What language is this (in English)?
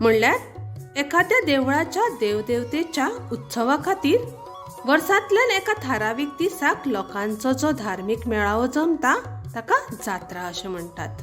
Konkani